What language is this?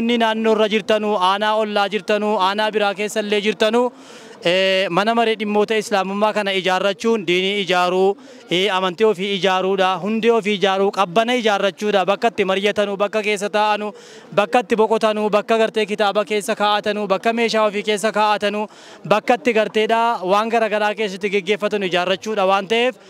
Oromo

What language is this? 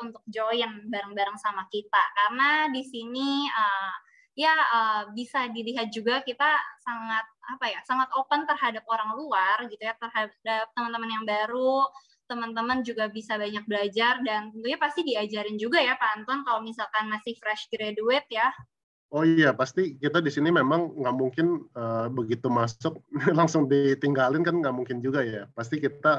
Indonesian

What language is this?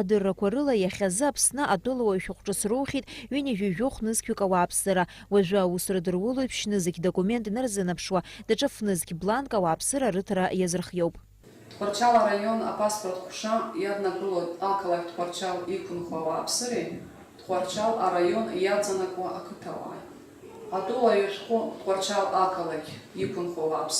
Abkhazian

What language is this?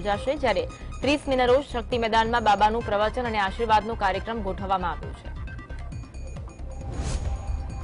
Gujarati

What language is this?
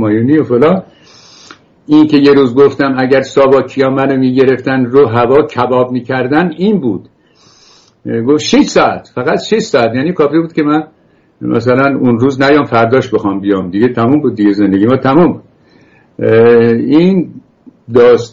Persian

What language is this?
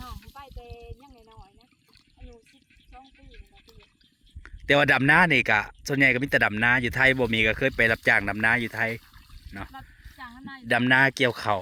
Northeastern Thai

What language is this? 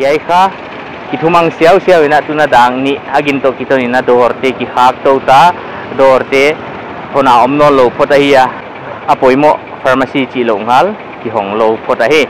Paite Chin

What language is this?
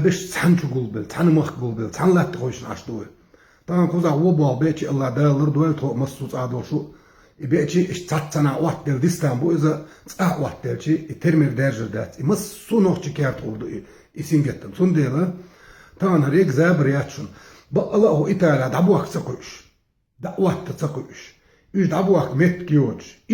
Chechen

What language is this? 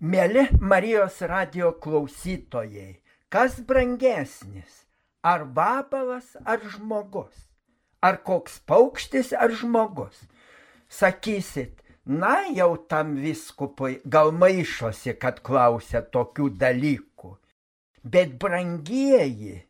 Lithuanian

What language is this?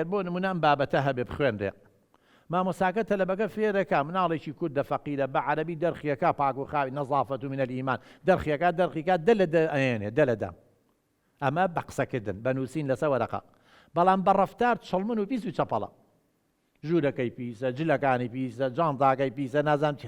Central Kurdish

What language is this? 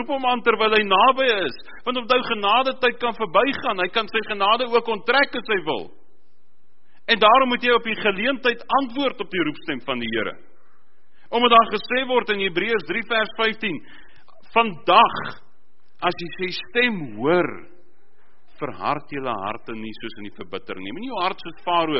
Afrikaans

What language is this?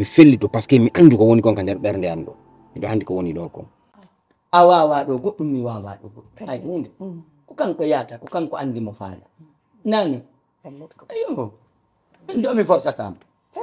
Fula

